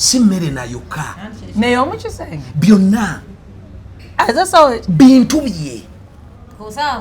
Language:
Ganda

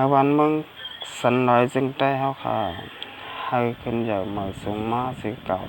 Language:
Shan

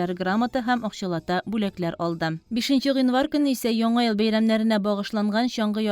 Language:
Tatar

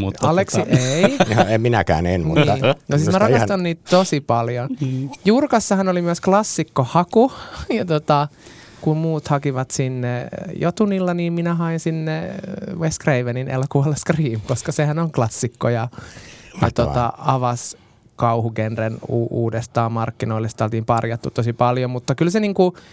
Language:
Finnish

